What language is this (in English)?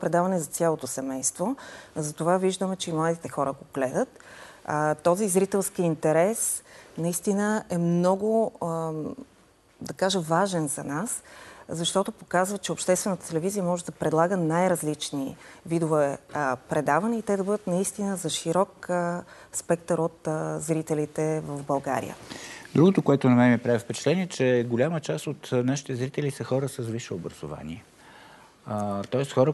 Bulgarian